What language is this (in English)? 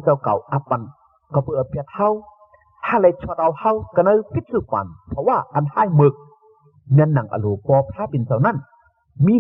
Shan